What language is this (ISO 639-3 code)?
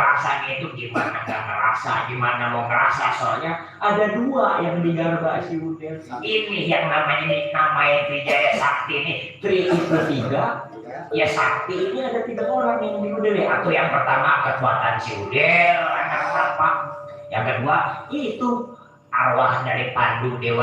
bew